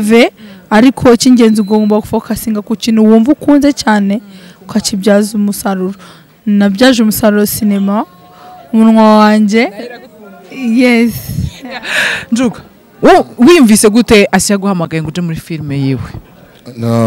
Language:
Kinyarwanda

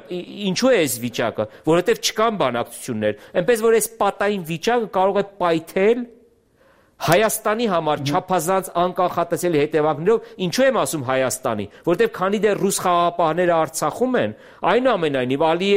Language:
Armenian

